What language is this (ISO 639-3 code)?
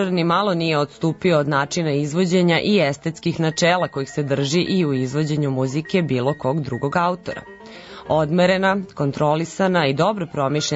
srp